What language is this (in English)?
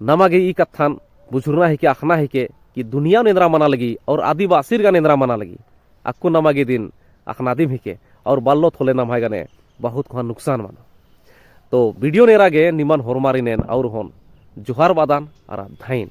Kurukh